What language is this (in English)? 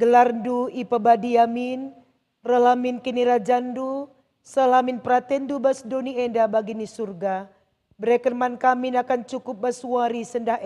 Batak Karo